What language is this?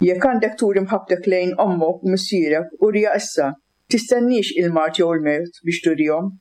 Maltese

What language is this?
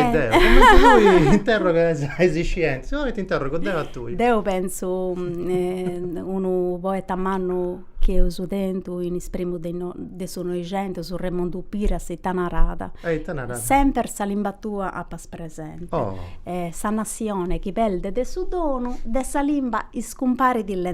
Sardinian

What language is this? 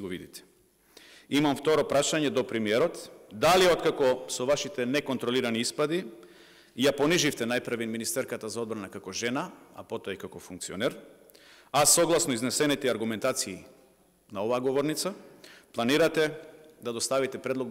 Macedonian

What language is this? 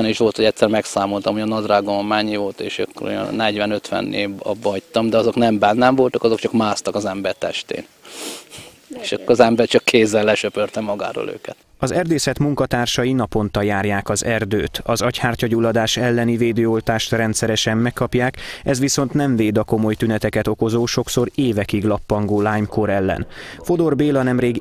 Hungarian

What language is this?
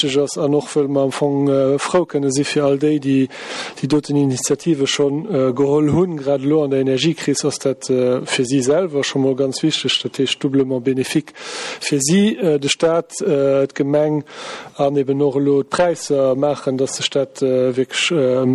Luxembourgish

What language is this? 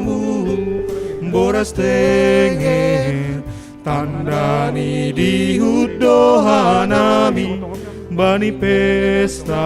Batak Simalungun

